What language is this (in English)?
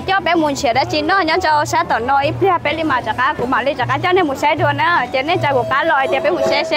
Hmong